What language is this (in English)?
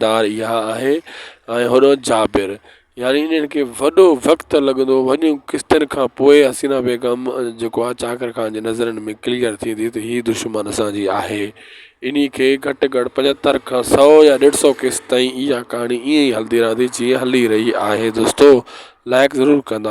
Sindhi